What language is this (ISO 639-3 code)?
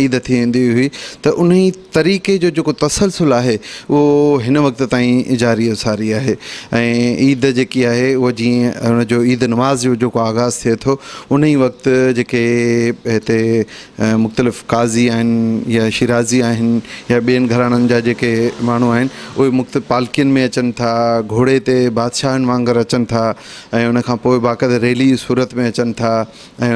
snd